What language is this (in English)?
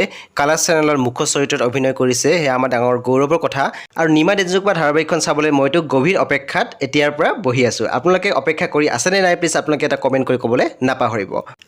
Assamese